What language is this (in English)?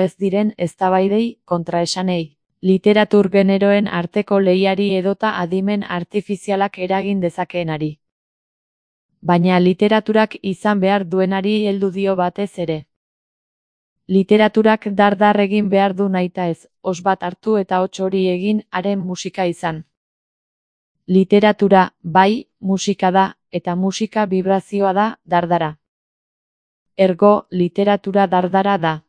Basque